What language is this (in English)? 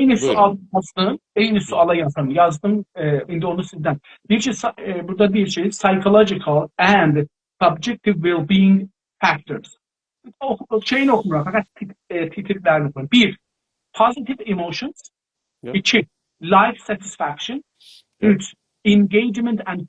South Azerbaijani